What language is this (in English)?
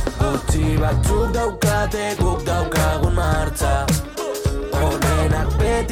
Basque